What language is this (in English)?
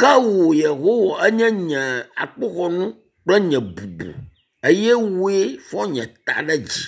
Ewe